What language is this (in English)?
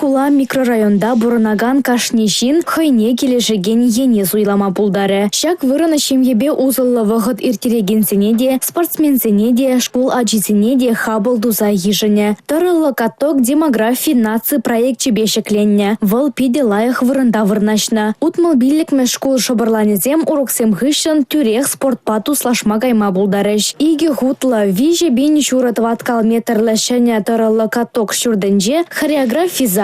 Chuvash